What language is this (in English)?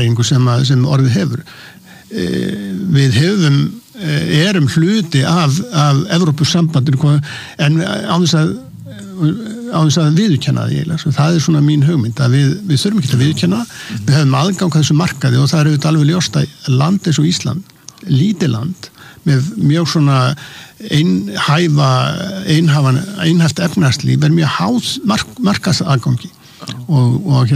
Icelandic